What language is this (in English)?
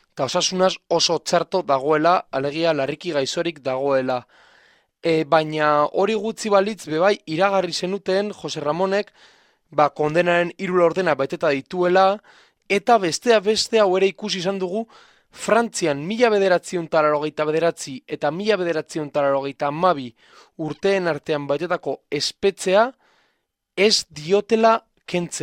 Basque